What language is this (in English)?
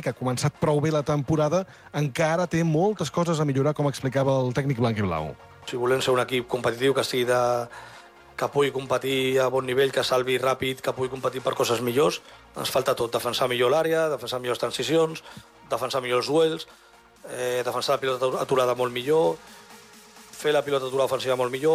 Catalan